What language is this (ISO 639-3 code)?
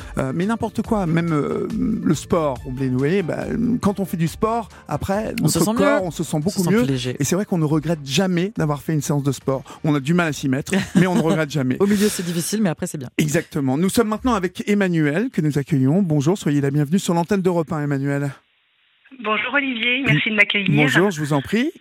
fra